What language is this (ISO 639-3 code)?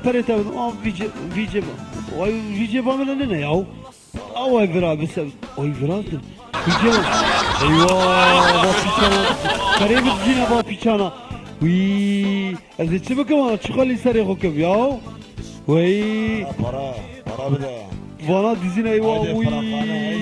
kur